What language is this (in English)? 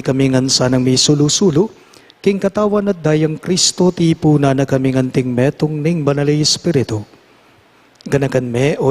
Pampanga